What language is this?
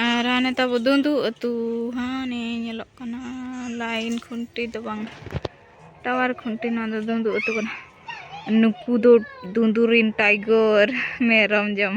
Santali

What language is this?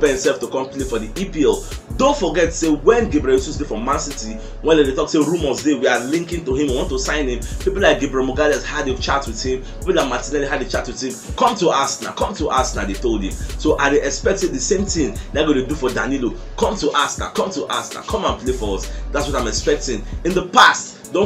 Nigerian Pidgin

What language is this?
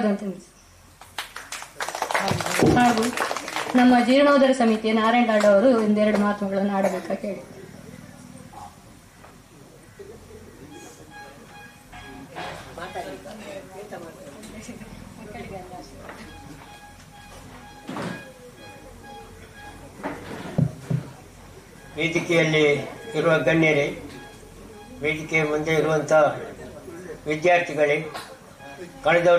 Kannada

